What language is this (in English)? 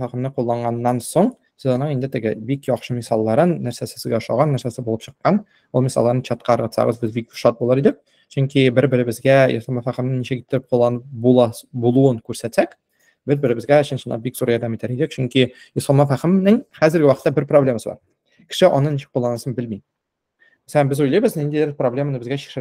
Tatar